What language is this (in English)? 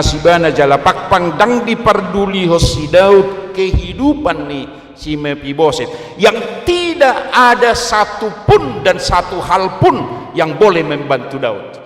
Batak Toba